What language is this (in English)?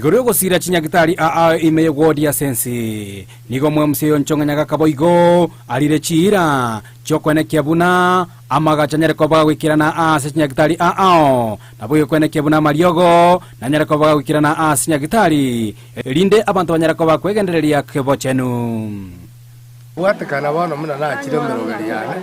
Gusii